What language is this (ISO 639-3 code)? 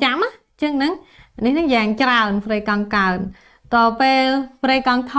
khm